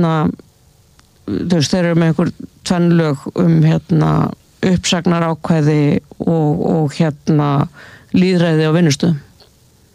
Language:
Icelandic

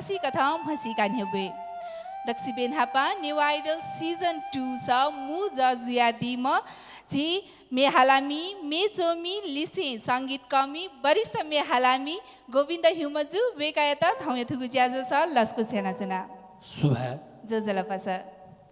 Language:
Newari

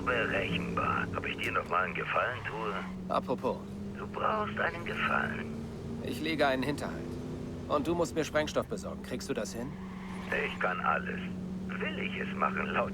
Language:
Bavarian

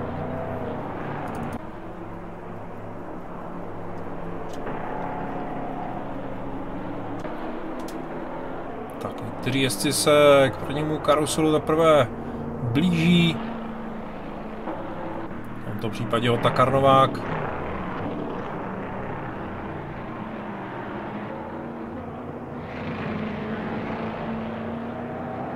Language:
Czech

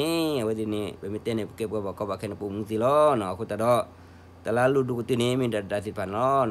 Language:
S'gaw Karen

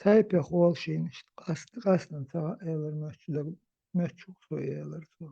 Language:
Chechen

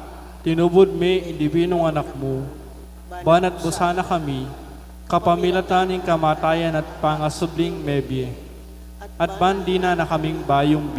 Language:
Pampanga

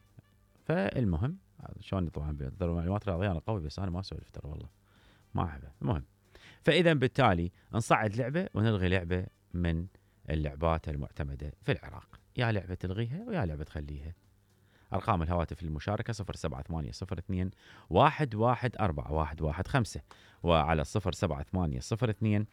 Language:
Mesopotamian Arabic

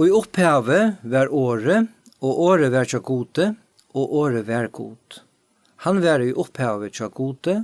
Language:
Faroese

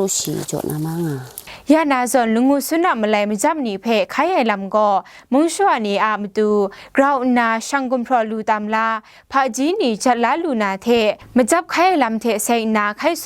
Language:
Kachin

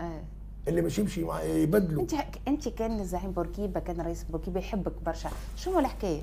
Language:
Tunisian Arabic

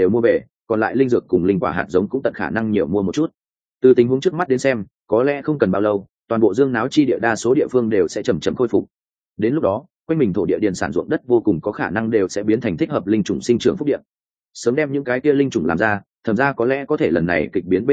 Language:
Vietnamese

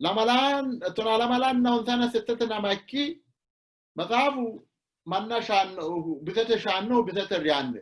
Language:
Sidamo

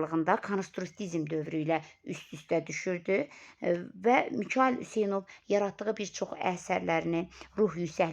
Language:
Azerbaijani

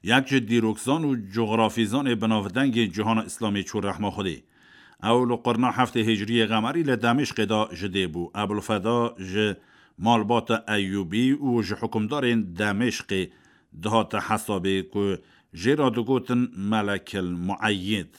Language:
Kurdish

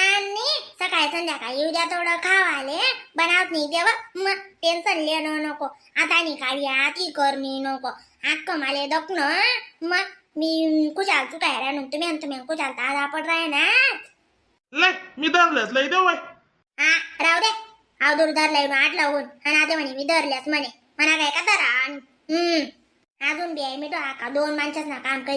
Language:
Khandesi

